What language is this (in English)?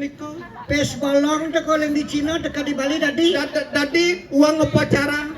Balinese